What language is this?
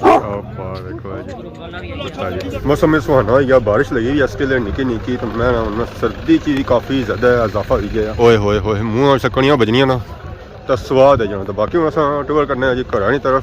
Pahari-Potwari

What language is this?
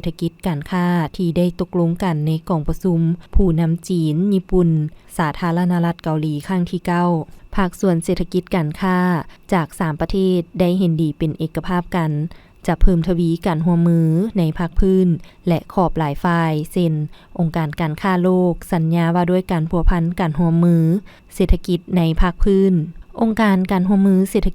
Lao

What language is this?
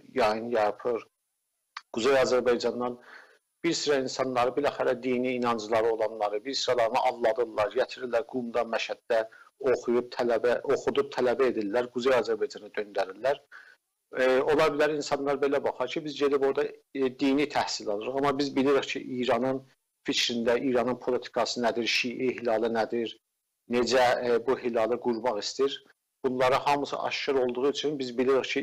South Azerbaijani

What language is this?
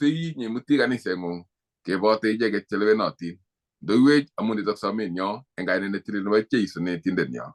Kalenjin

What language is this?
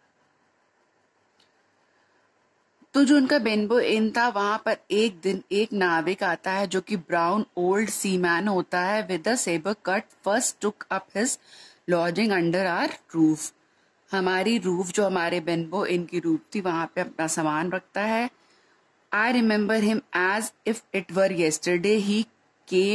Hindi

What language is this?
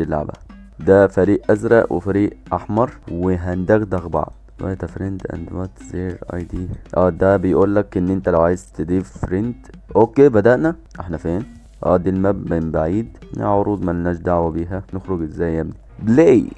Egyptian Arabic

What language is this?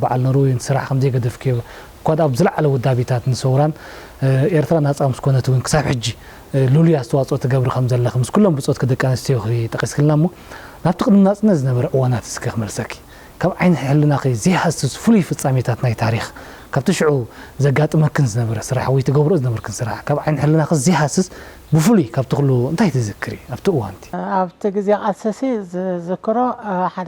Tigrinya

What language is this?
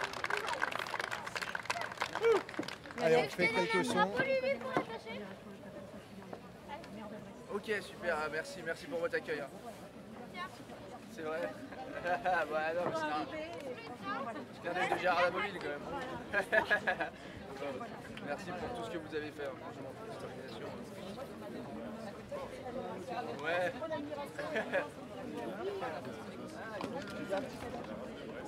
French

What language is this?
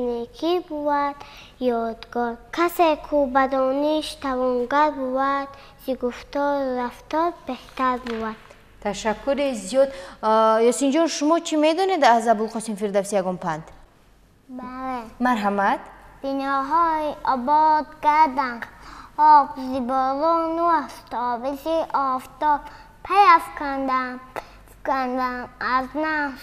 Tajik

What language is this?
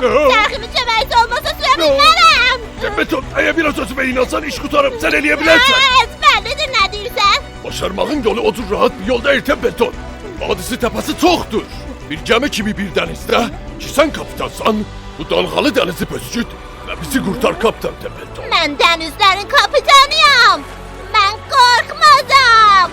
South Azerbaijani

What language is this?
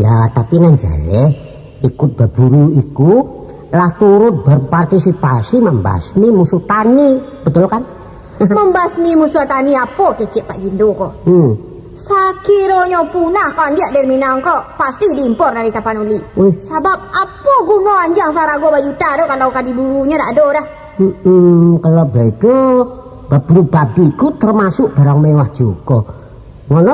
Minangkabau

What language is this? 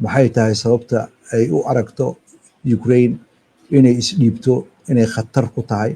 Somali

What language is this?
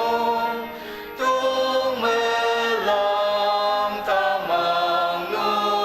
Ao Naga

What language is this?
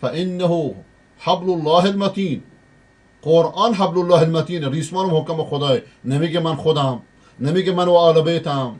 Persian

